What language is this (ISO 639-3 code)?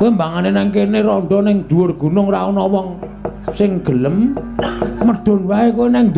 jav